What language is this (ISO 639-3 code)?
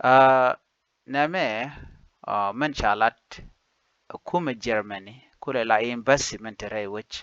nus